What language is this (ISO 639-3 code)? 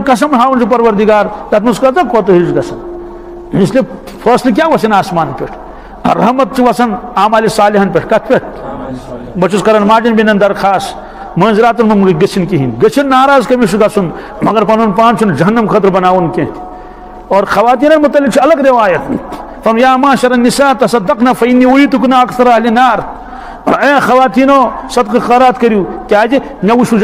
kas